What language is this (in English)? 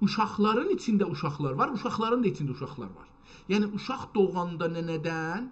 South Azerbaijani